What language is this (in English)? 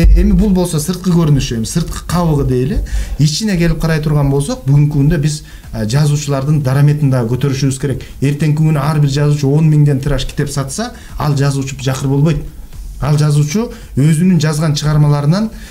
Kyrgyz